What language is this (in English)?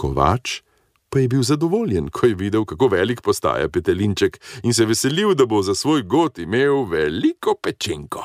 Slovenian